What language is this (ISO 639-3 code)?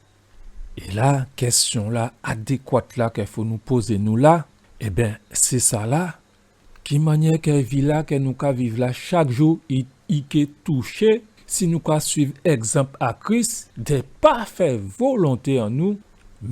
gcf